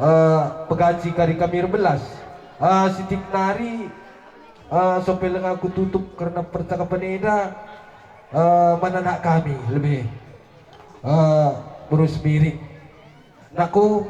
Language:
Batak Karo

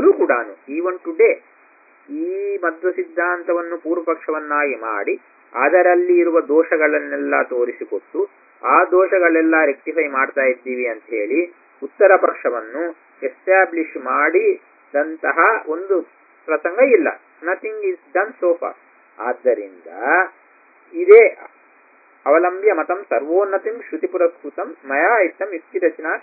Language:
Kannada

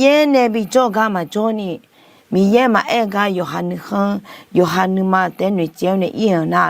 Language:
Akha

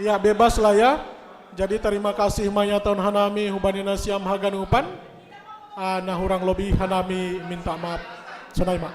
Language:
Batak Simalungun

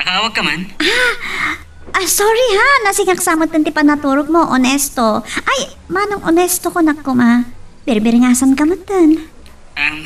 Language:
Iloko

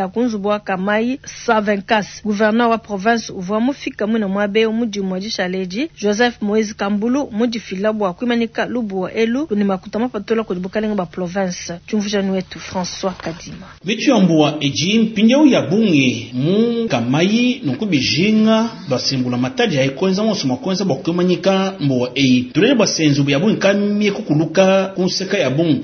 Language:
Luba-Lulua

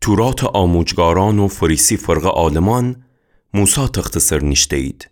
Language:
Gilaki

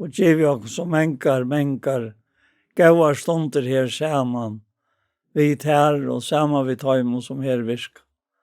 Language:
Faroese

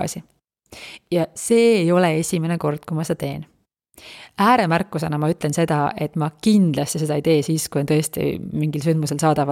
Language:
Estonian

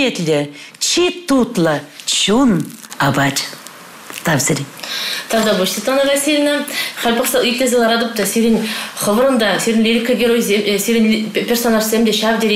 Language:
Chuvash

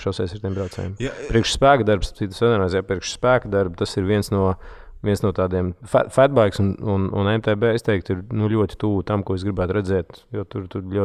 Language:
Latvian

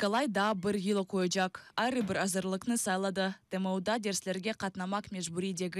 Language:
Crimean Tatar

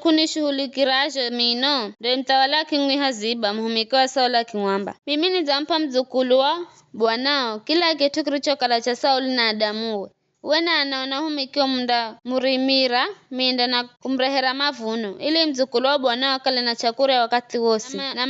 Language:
Giryama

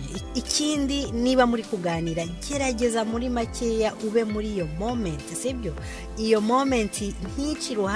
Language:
Kinyarwanda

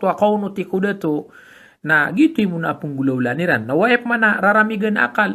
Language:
Maranao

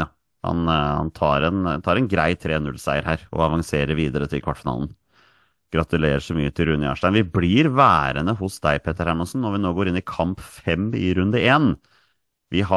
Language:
Norwegian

